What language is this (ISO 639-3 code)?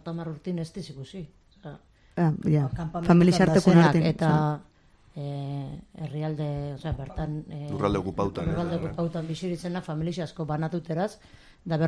eus